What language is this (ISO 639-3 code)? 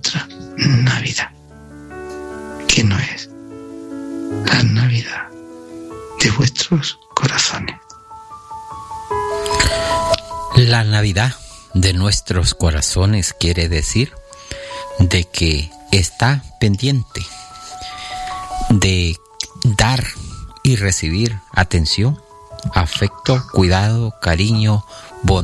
spa